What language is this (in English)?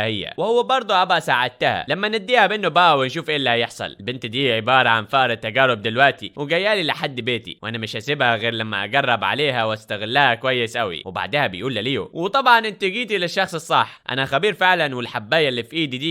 Egyptian Arabic